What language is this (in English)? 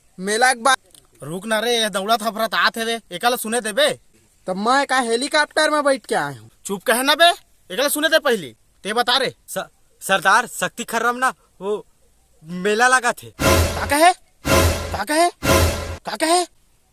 Chhattisgarhi